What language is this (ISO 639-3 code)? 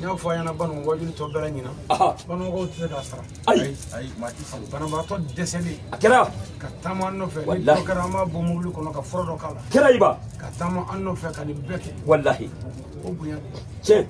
bam